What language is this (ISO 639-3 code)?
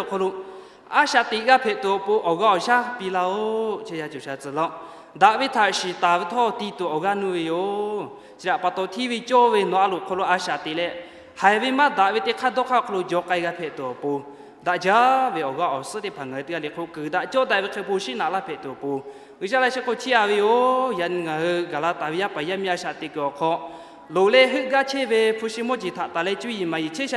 lhu